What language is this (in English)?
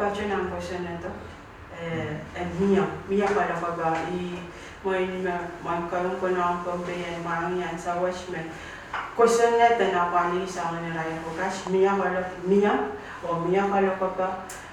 Pohnpeian